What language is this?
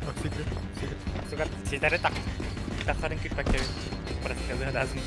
Yakut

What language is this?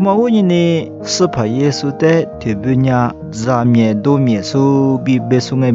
Lisu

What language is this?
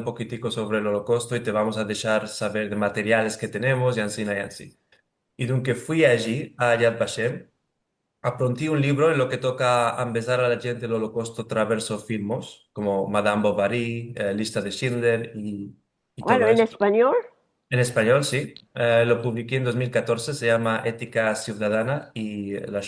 Ladino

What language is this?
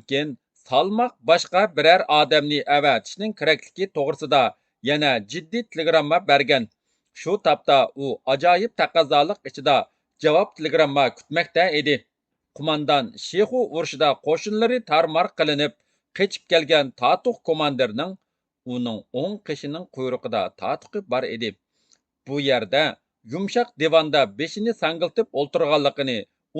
Uyghur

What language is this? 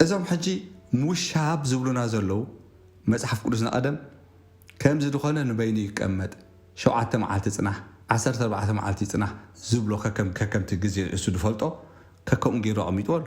Tigrinya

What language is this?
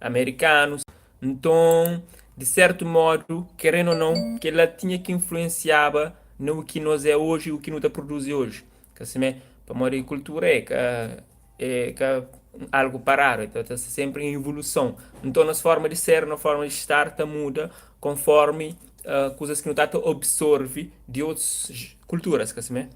Kabuverdianu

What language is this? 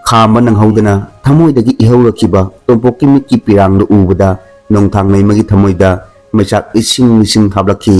Manipuri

